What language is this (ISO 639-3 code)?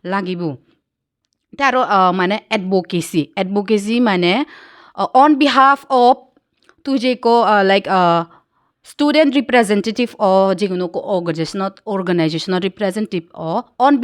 ccp